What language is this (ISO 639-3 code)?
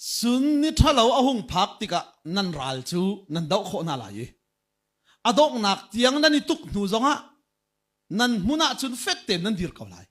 cnh